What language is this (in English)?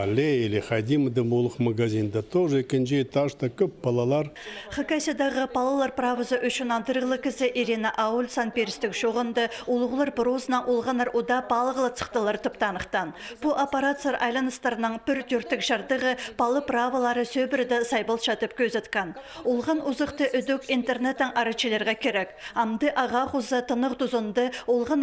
Khakas